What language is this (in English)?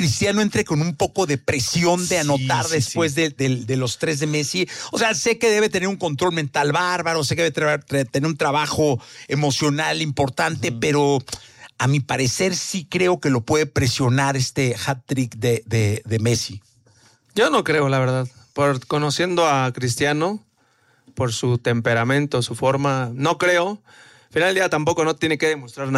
Spanish